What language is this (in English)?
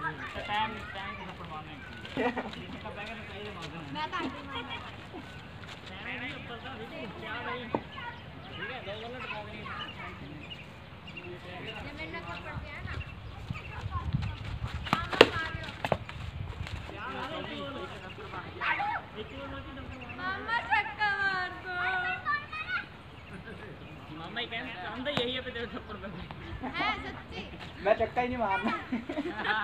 Hindi